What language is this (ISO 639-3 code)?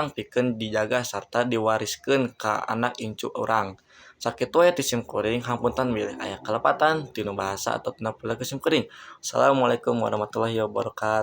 sun